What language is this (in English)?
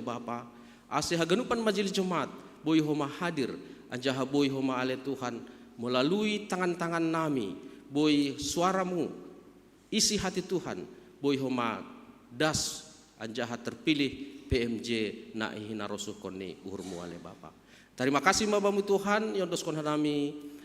Batak Simalungun